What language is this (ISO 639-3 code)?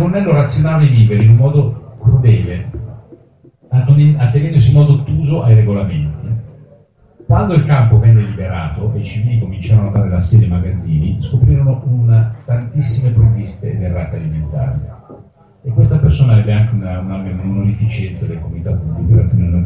ita